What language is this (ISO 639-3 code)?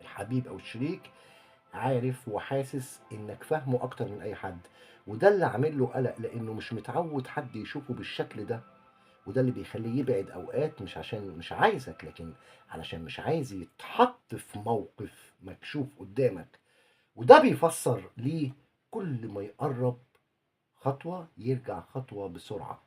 arz